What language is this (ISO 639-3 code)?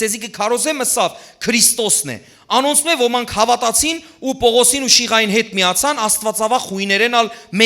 hyw